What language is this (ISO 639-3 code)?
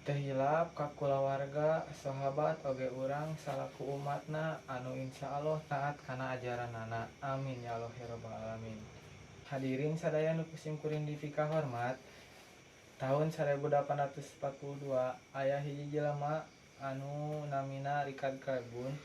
sun